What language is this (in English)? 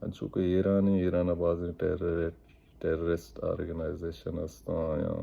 Baluchi